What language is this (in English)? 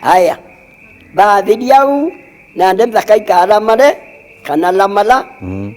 Meru